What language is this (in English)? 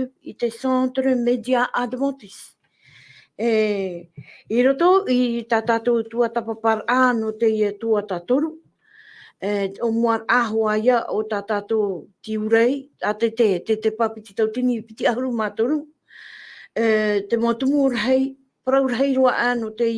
Tahitian